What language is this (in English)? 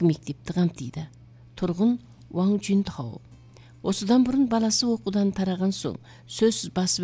Kazakh